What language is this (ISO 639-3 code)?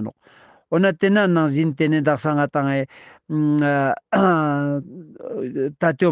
lbj